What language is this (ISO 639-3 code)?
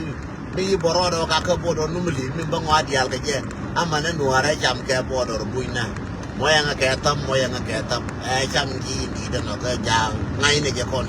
nus